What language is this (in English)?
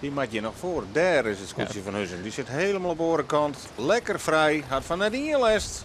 Western Frisian